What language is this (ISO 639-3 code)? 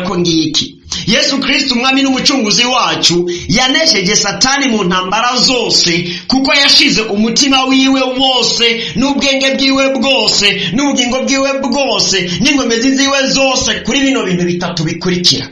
run